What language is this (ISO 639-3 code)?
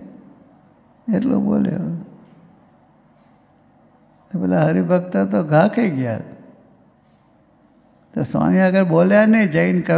guj